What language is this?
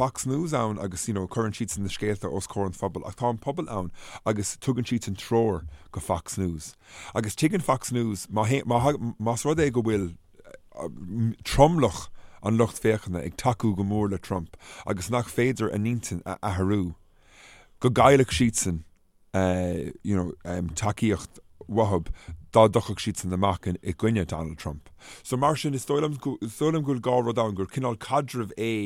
Irish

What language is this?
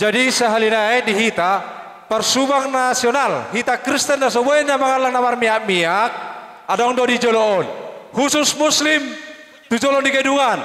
Batak Toba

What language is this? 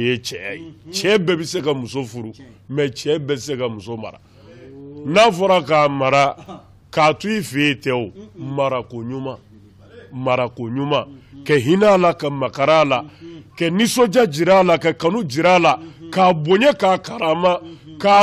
Bambara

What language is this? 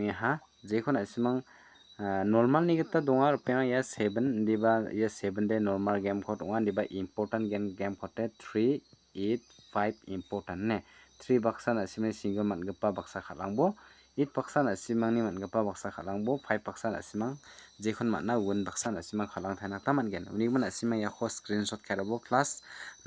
Garo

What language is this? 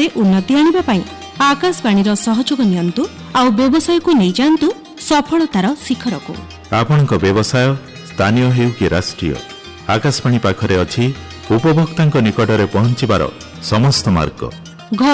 Odia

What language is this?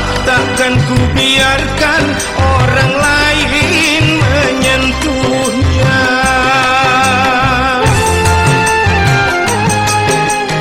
Malay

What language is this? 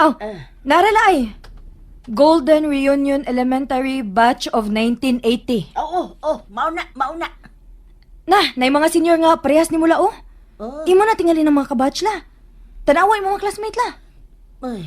Cebuano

